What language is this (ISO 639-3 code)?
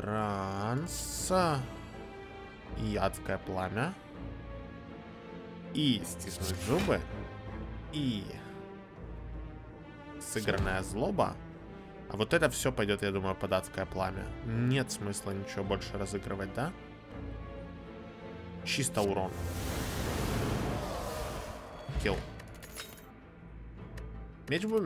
rus